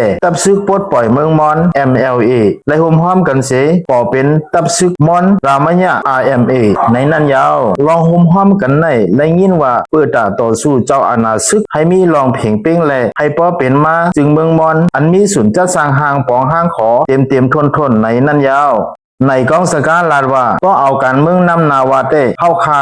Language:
Shan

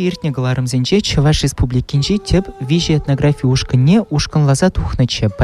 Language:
Chuvash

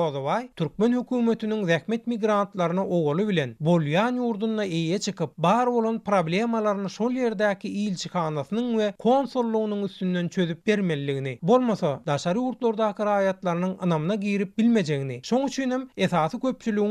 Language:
Turkmen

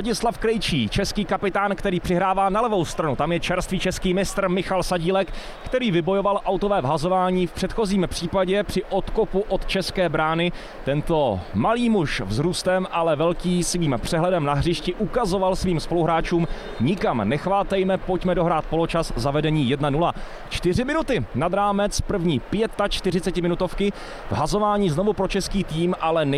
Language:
Czech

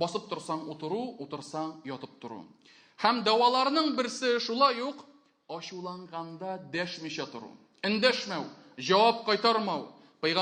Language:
Tatar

